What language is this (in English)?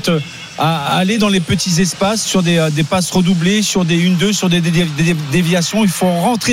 French